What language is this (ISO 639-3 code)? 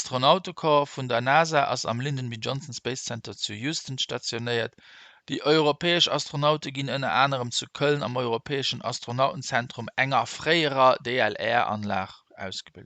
ltz